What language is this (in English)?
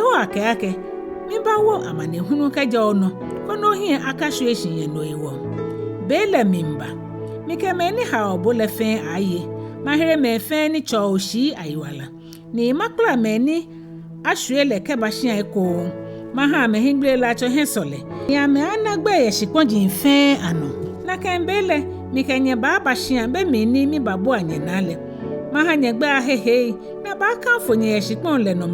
Ga